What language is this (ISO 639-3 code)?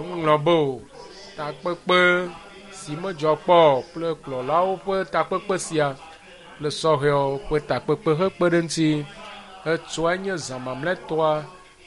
ewe